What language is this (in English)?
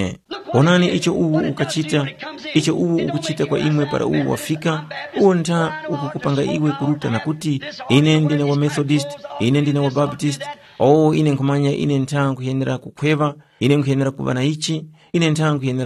Tumbuka